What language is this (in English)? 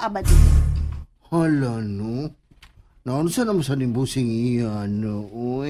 Cebuano